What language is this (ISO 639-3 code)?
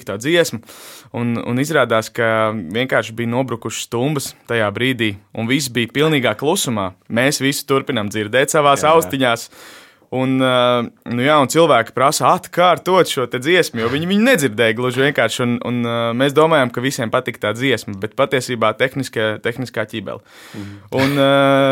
lav